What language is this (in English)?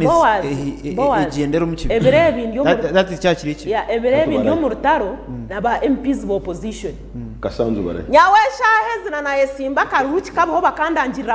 Nyankole